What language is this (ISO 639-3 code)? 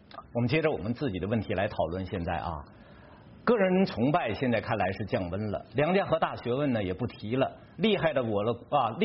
zho